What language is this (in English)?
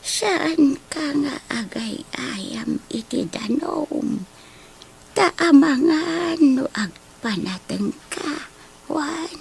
Iloko